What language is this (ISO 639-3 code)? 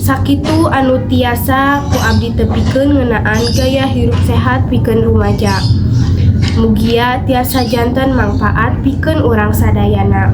sun